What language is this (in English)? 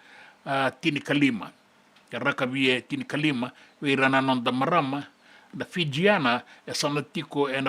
Fijian